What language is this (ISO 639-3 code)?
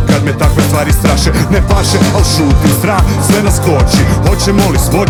hrv